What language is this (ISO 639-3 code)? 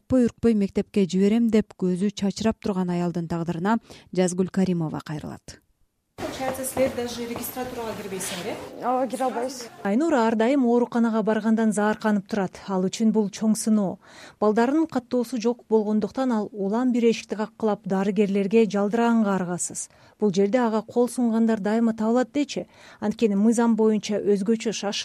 kir